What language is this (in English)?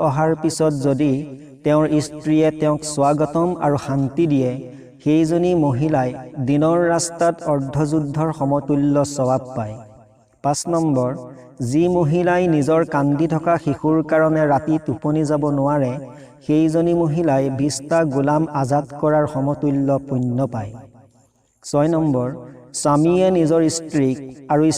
Assamese